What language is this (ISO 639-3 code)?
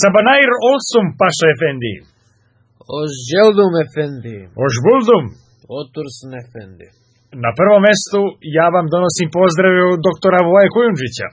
srp